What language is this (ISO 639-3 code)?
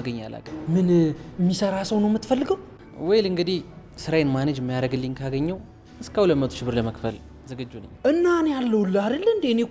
amh